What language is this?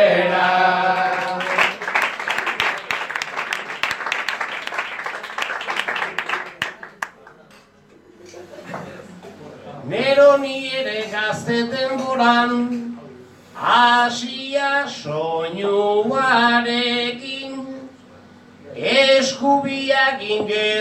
Basque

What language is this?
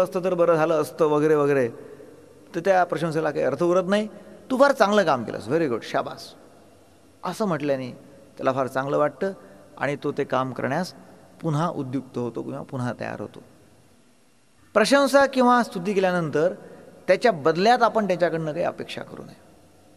Marathi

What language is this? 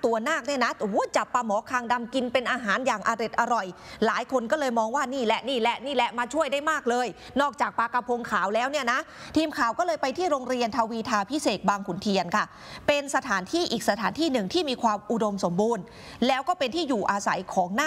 Thai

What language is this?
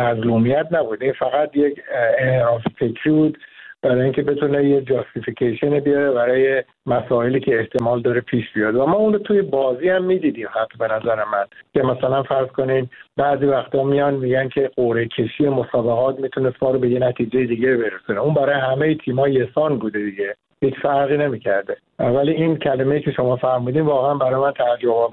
Persian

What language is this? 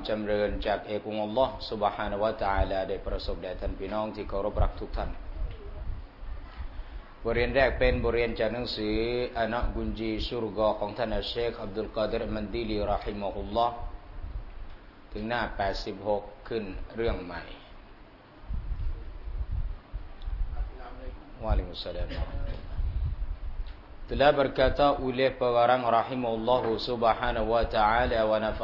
Thai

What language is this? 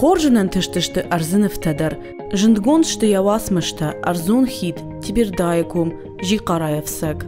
Ossetic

